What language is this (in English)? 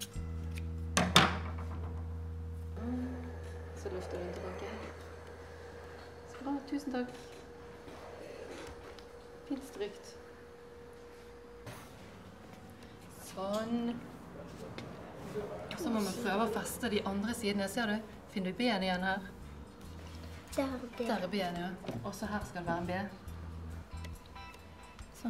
Norwegian